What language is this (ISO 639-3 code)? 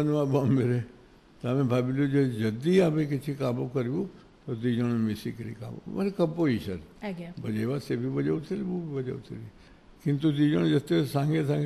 ori